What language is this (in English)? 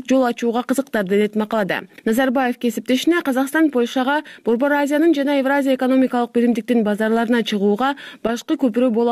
Kyrgyz